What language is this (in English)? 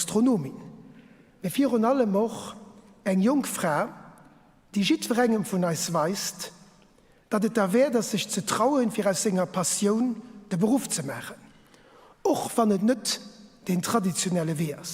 Luxembourgish